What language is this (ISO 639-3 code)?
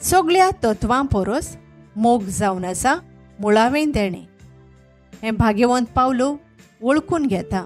kok